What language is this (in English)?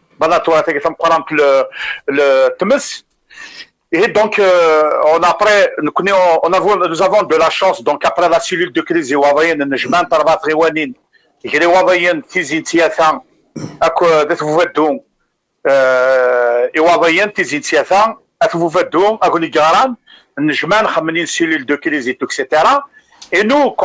Kabyle